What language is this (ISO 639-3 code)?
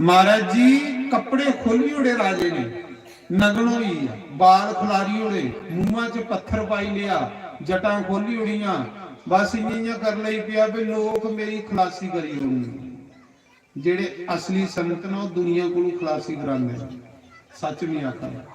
doi